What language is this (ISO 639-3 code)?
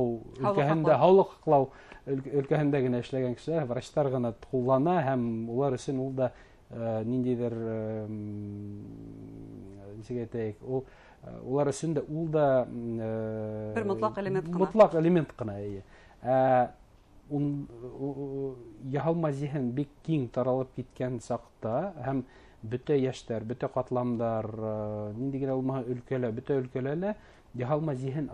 bak